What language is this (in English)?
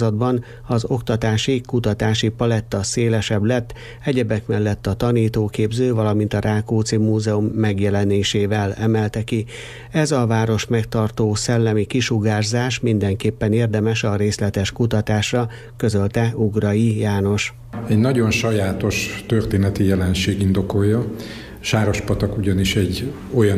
Hungarian